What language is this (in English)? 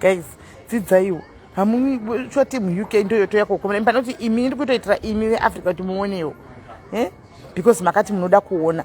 Shona